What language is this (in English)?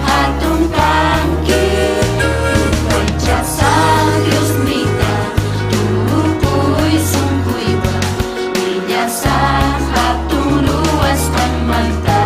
Ayacucho Quechua